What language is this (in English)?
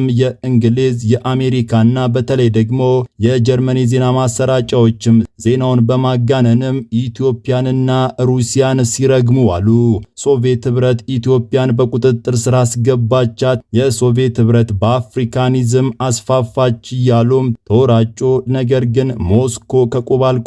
Amharic